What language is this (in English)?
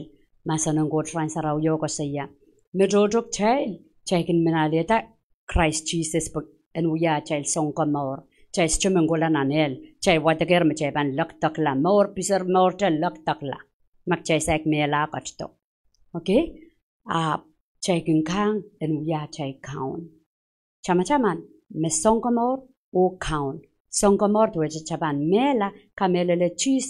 Pohnpeian